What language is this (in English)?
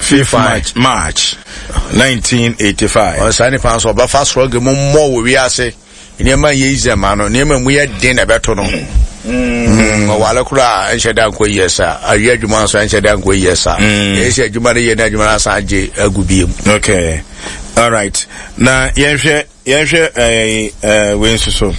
Akan